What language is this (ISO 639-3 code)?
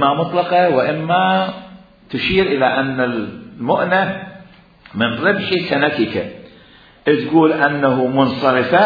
acm